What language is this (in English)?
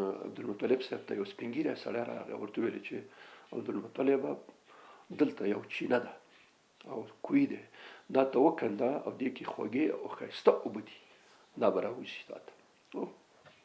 Pashto